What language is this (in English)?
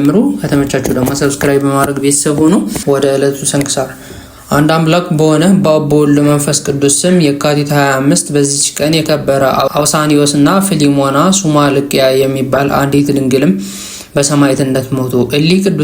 Amharic